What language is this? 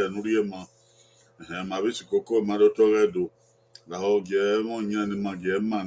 Bini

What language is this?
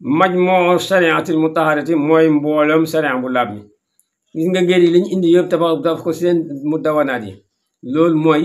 Wolof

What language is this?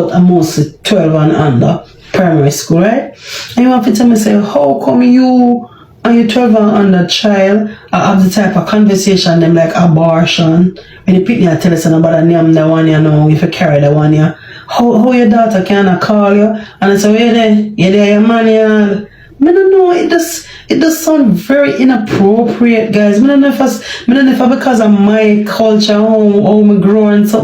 Jamaican Creole English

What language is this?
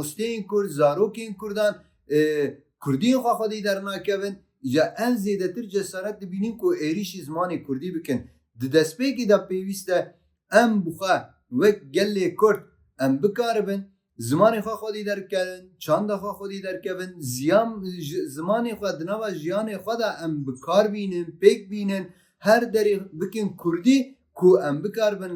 Kurdish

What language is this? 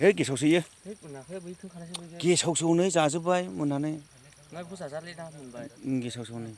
Bodo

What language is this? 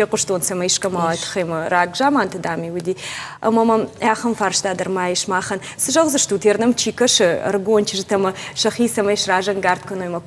Ossetic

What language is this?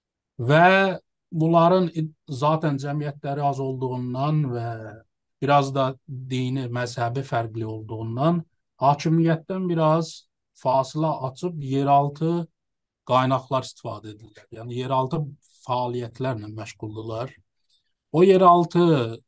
South Azerbaijani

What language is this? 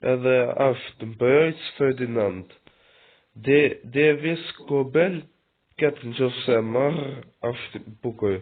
Albanian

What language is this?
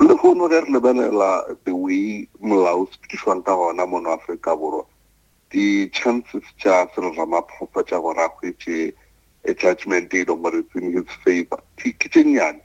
Northern Sotho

